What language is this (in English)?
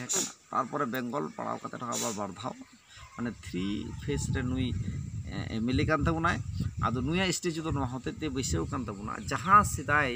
Santali